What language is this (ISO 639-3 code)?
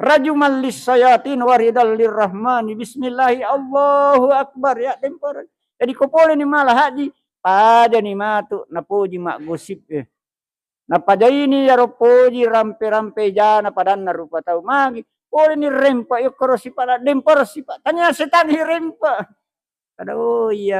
bug